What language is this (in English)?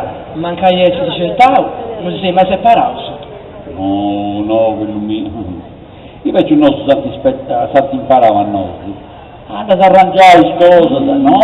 Sardinian